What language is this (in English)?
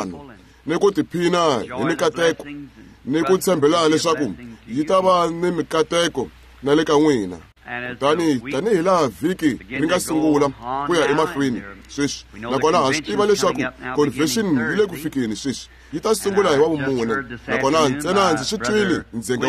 Tsonga